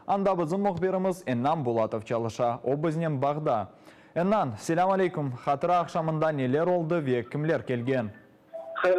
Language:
Crimean Tatar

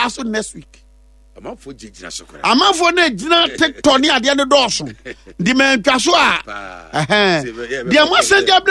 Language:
Akan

